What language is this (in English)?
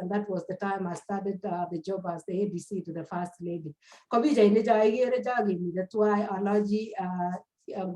Kalenjin